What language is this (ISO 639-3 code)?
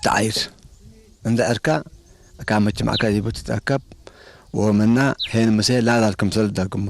tig